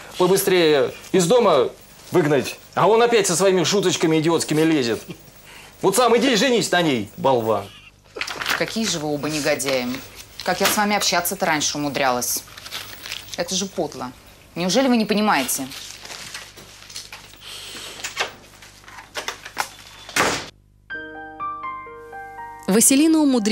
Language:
Russian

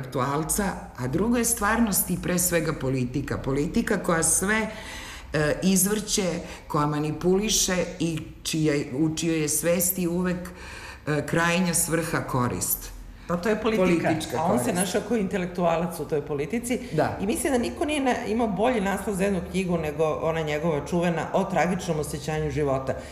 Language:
Serbian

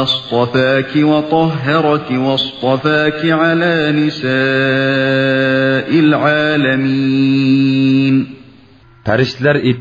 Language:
Uyghur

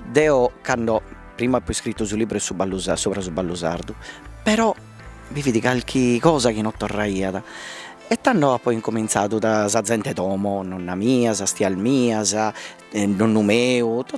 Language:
Sardinian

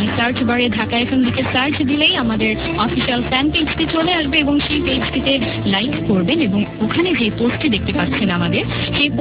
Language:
Bangla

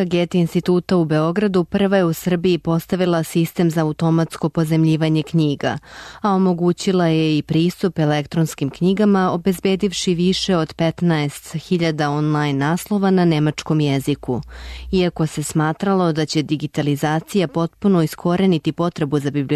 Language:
Serbian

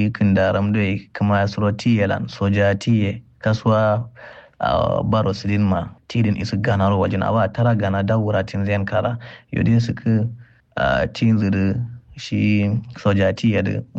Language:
Kanuri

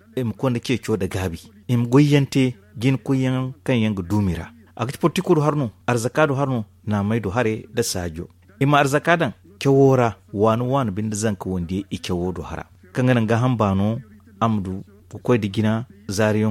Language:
Zarma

